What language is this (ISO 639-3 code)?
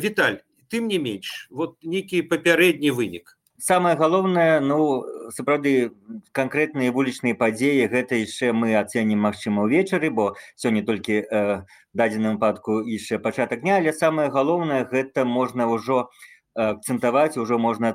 bel